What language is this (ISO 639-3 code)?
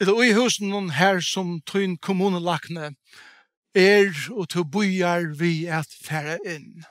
fao